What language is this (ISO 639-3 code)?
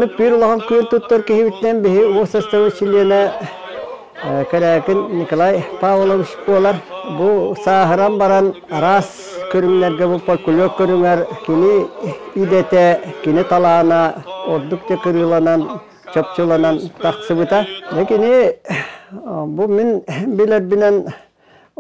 sah